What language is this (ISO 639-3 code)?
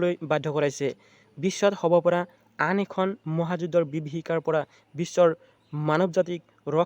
asm